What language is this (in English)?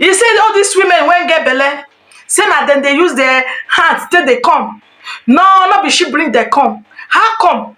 Nigerian Pidgin